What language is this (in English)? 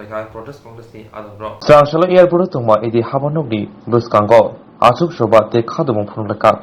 Kok Borok